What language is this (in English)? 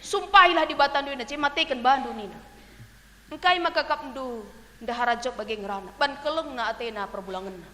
Batak Karo